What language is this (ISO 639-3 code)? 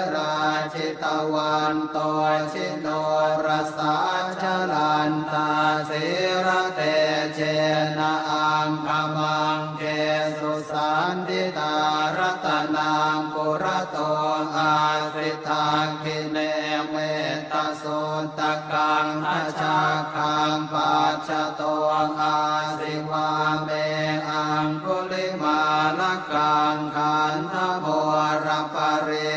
pli